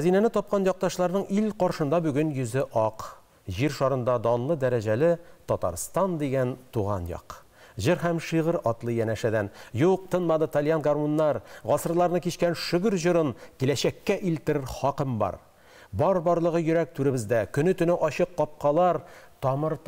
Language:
Tatar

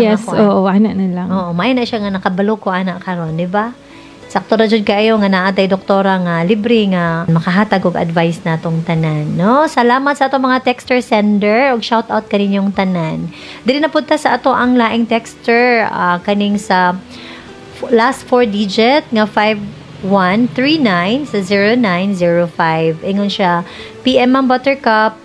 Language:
Cebuano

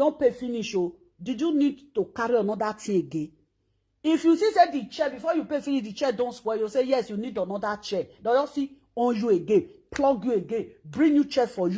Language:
Nigerian Pidgin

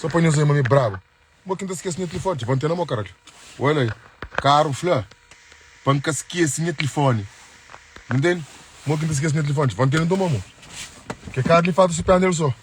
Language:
Kabuverdianu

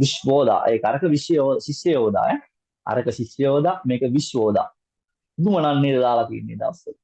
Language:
Sinhala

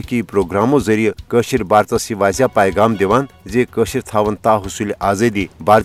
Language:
Kashmiri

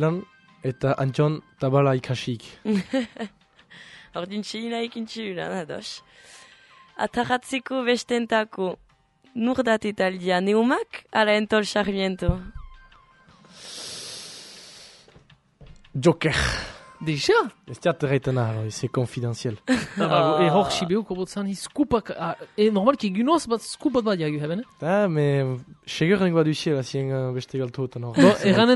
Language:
Basque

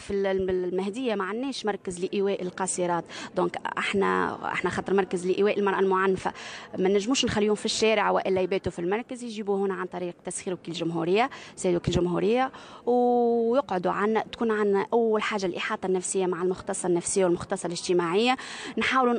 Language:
Tunisian Arabic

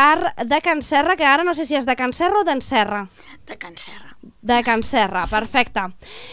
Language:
Catalan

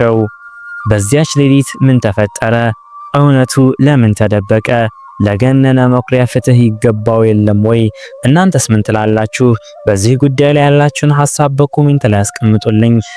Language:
Amharic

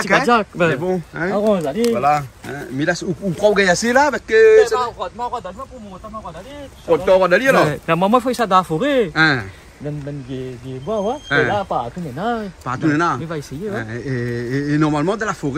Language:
Réunion Creole French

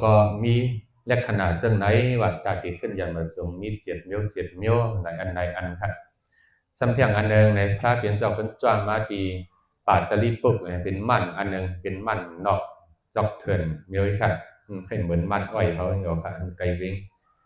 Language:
Shan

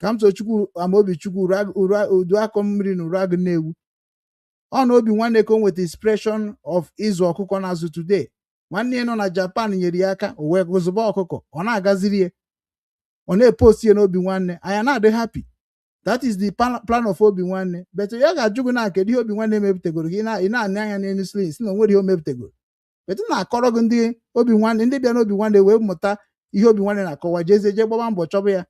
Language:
Igbo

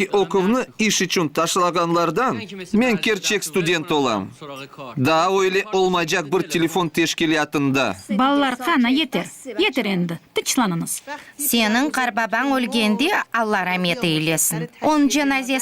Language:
Crimean Tatar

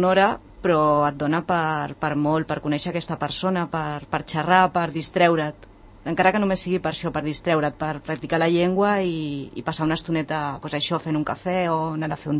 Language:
Catalan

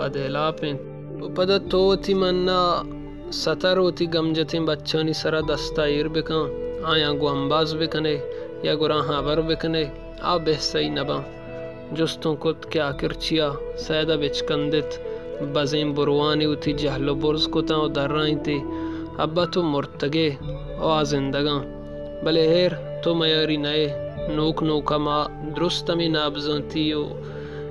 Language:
Baluchi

